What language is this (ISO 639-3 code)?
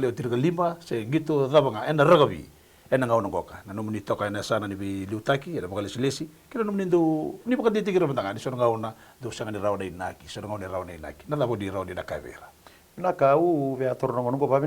fij